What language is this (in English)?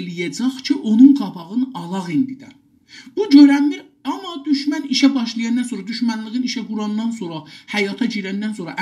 South Azerbaijani